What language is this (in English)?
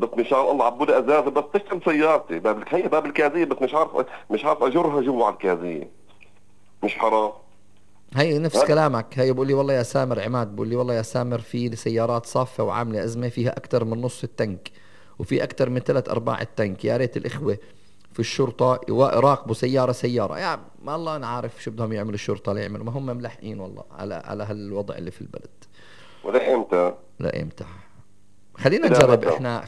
North Levantine Arabic